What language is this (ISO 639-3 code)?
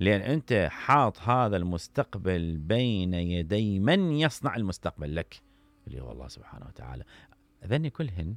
acm